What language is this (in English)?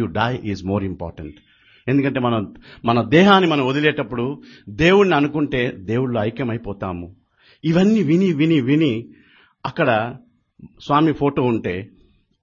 Telugu